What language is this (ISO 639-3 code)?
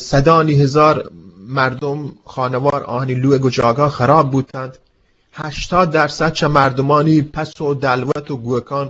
bgp